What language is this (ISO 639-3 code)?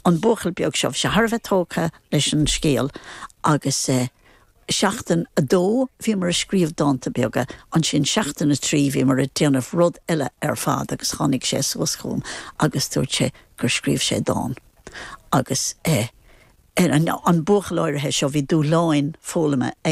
gle